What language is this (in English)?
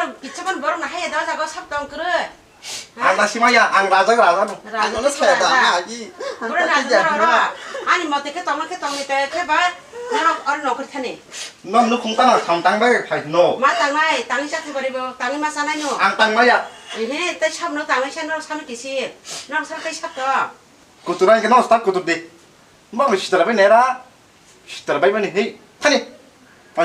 Kok Borok